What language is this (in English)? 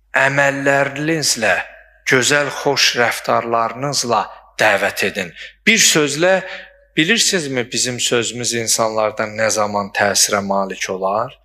Azerbaijani